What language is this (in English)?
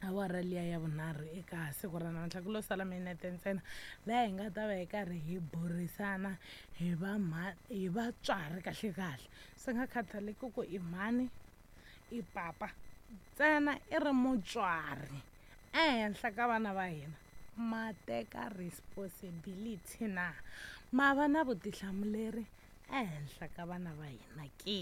Tsonga